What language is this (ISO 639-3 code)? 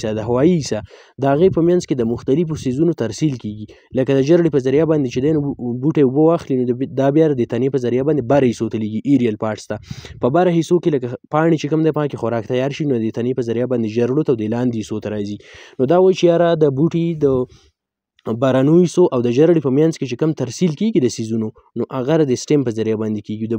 pus